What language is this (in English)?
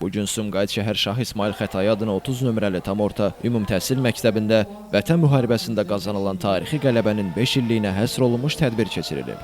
Azerbaijani